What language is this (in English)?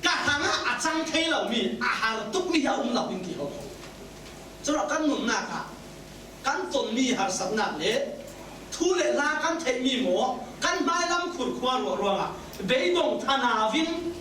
Falam Chin